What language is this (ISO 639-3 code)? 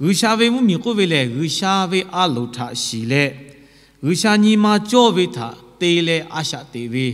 lhu